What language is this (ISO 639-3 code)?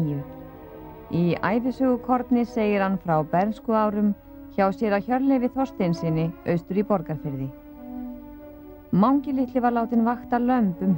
isl